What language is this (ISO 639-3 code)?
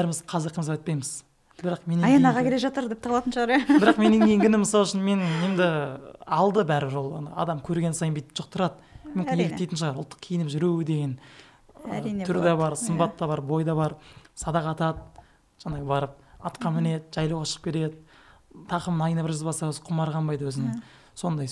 kaz